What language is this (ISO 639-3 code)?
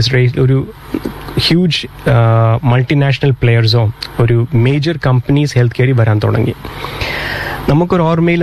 mal